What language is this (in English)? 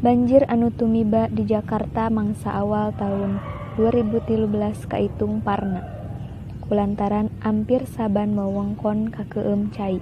Sundanese